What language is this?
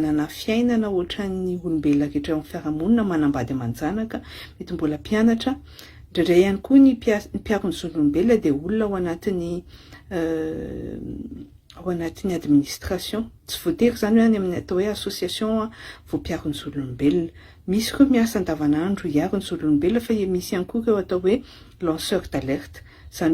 Malagasy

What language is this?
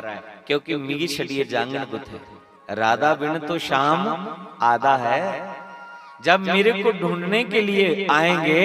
Dogri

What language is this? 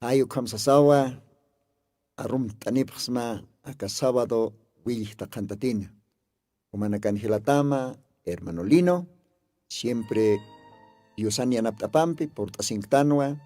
Aymara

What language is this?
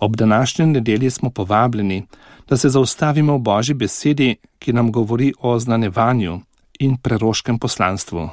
Slovenian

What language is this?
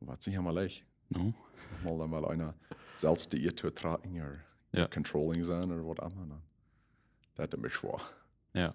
Plautdietsch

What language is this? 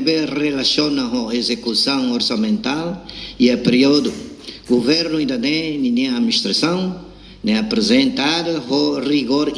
Tetum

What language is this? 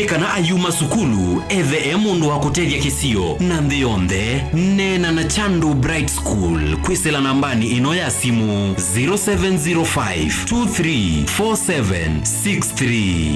Kamba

